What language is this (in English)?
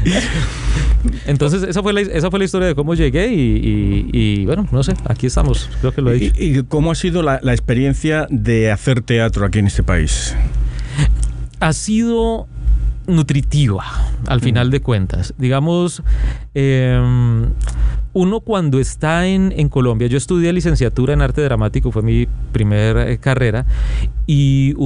Spanish